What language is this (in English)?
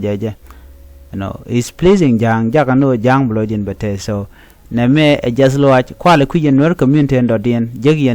Nuer